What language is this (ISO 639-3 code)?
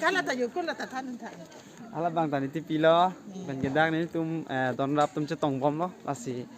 mjw